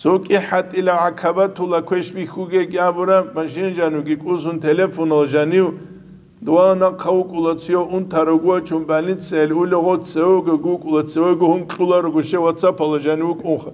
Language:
Avaric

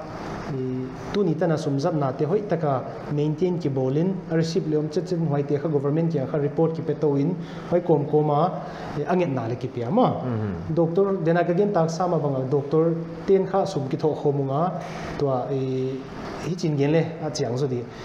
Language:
Paite Chin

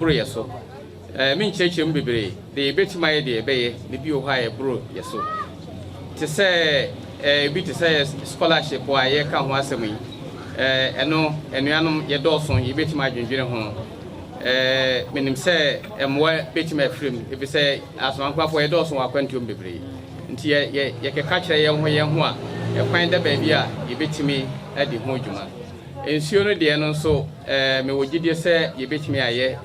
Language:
Akan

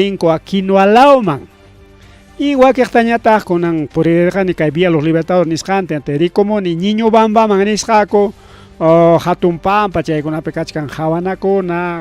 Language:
Ayacucho Quechua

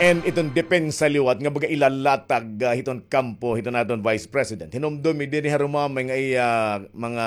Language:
Waray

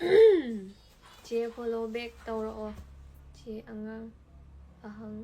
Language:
Manipuri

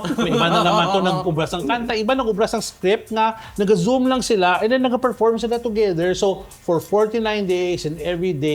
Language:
Hiligaynon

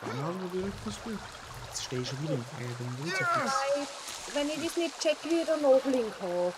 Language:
Bavarian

